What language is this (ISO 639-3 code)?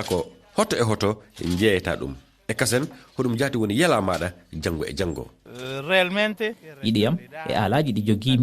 ful